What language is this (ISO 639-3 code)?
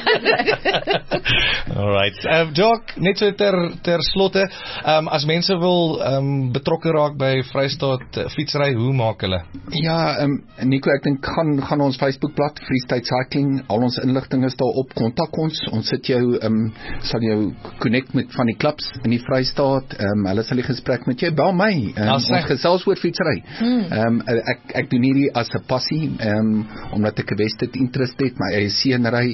afr